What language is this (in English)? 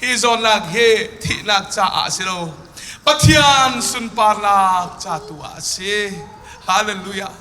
Hakha Chin